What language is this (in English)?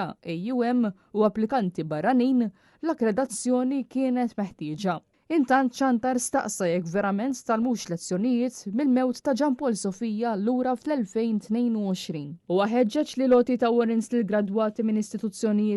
Maltese